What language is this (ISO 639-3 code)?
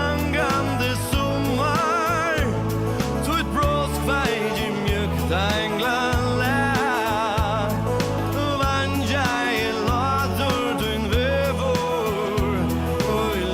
fao